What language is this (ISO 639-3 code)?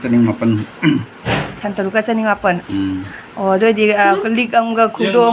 mni